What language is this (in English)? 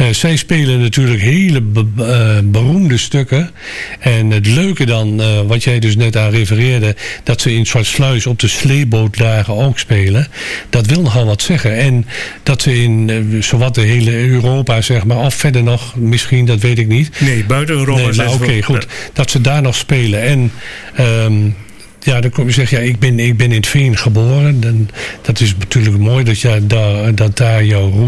Dutch